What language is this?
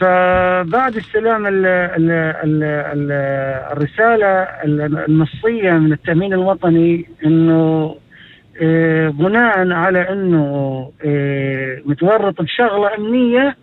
North Levantine Arabic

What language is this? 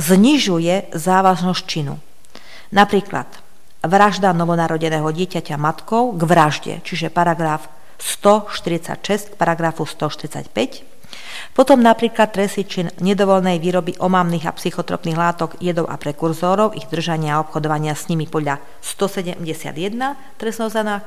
Slovak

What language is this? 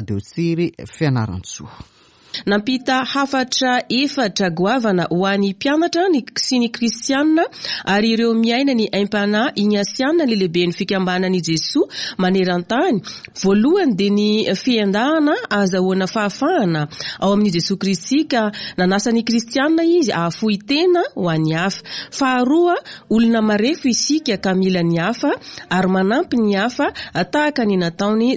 Malagasy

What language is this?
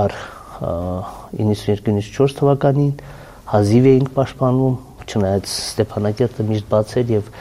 Armenian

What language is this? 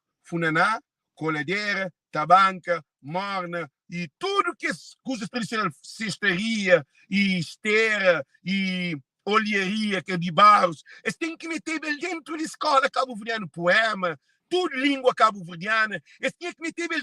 Kabuverdianu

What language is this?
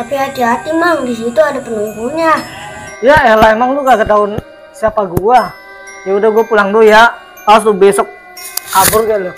Betawi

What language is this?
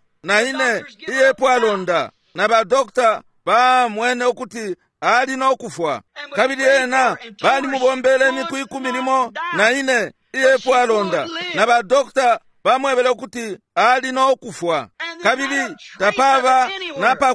Bemba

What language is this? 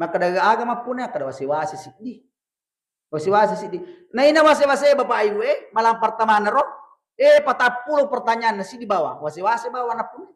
Buginese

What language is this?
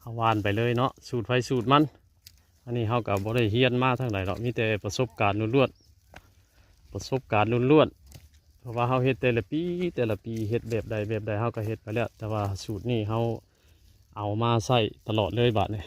Northeastern Thai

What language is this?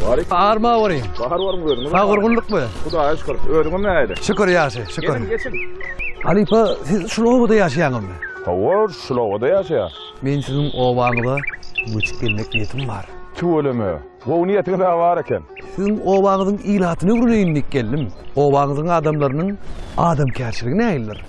Turkmen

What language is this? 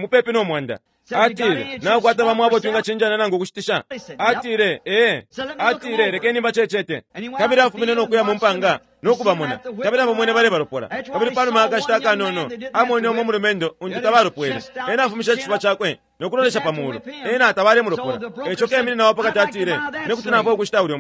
Bemba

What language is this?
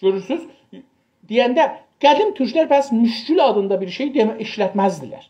South Azerbaijani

